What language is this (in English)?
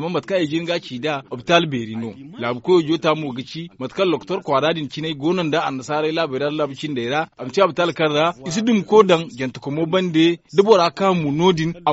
Zarma